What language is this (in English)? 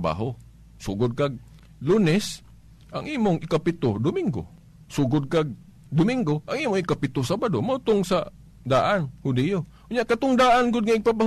Cebuano